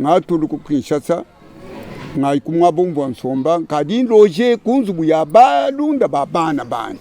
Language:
Luba-Lulua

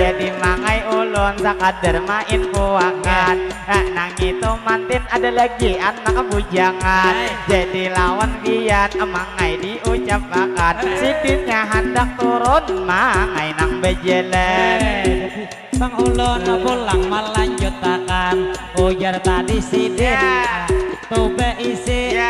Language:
Banjar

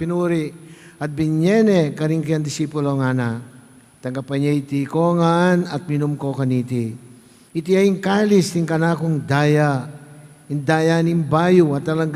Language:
Pampanga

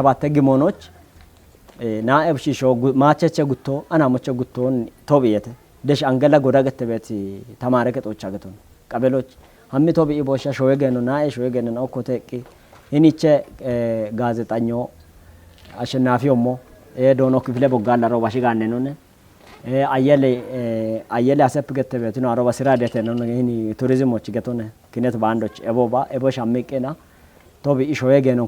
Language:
Kafa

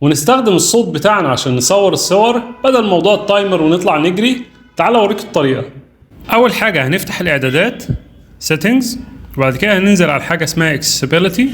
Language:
Egyptian Arabic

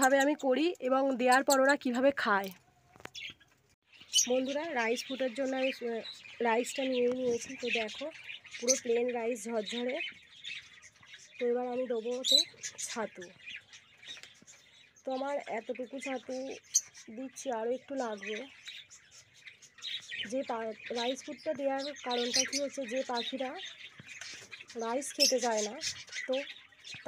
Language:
Bangla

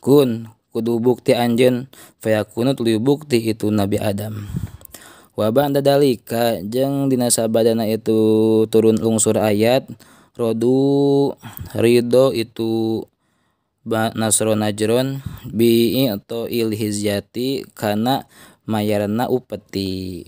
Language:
Sundanese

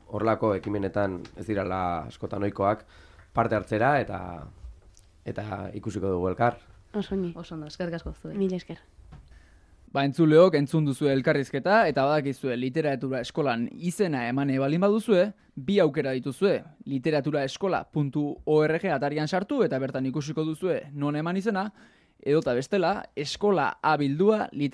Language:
Basque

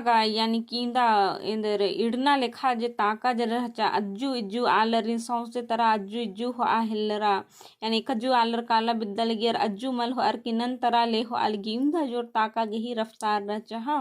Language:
Kurukh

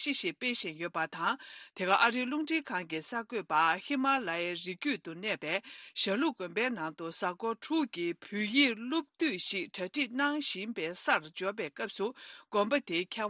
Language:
Tibetan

